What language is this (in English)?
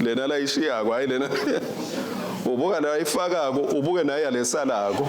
Swati